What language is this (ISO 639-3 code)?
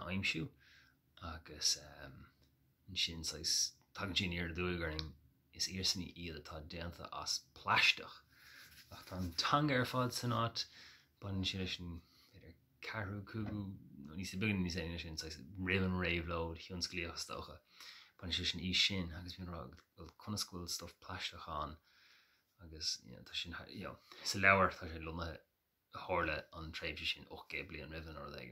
gle